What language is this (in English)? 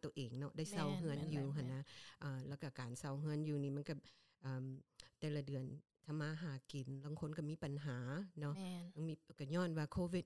Lao